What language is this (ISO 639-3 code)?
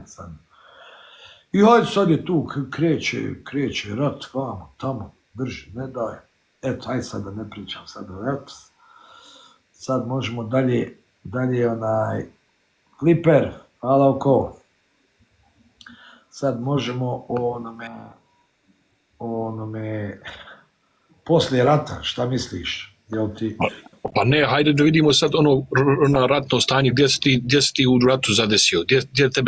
bos